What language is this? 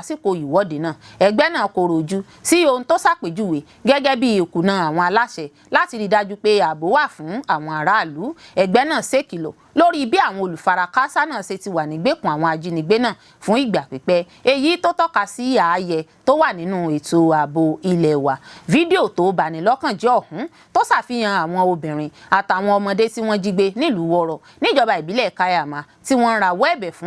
Yoruba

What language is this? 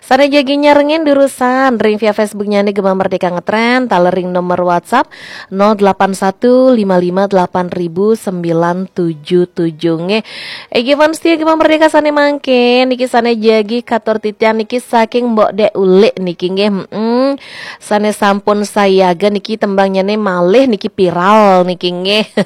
Balinese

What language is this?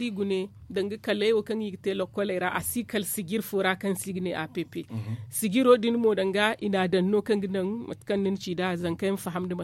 Zarma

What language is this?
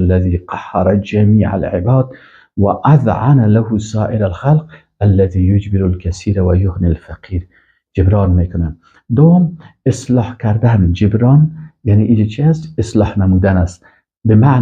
Persian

